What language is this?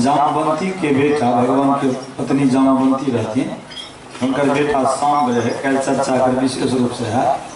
Maithili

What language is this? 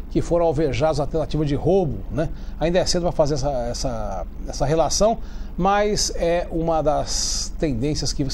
Portuguese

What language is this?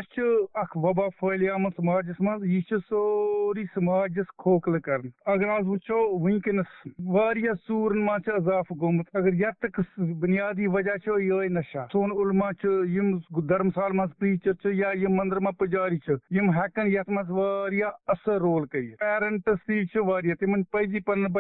Kashmiri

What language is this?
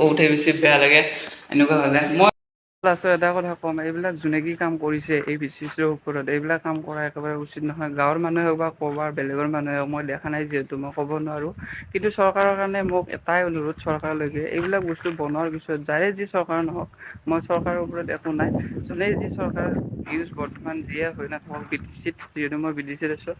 Assamese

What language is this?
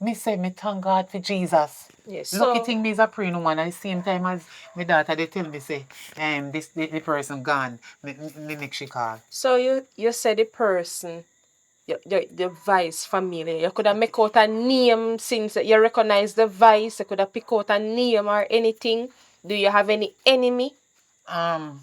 Jamaican Creole English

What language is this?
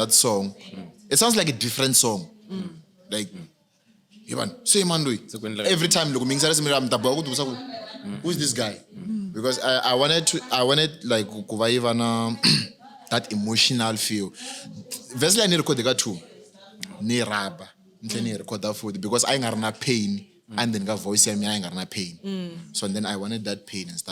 Tsonga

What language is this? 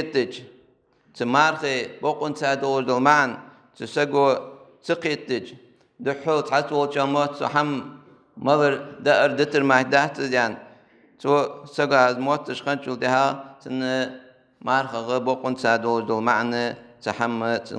Ingush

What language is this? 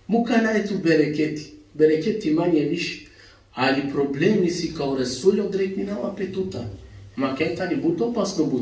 Balkan Romani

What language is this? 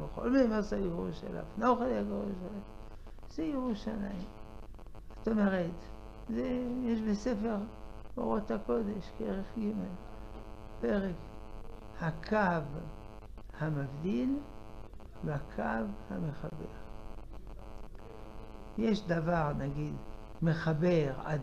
Hebrew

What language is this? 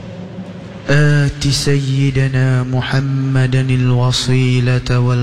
Malay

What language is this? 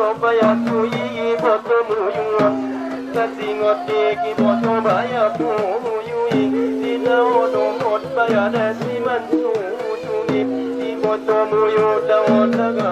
Batak Angkola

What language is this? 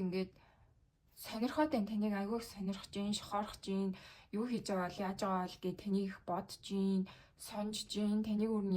Mongolian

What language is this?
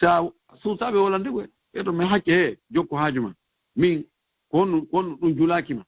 Fula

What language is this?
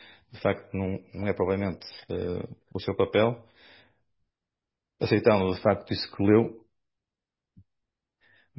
Portuguese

